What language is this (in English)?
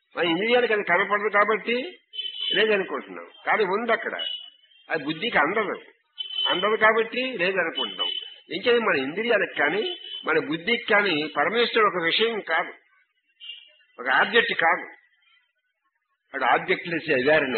Telugu